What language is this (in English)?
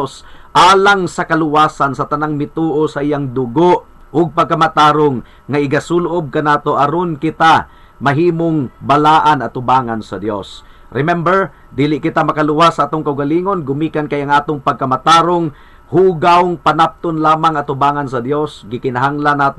Cebuano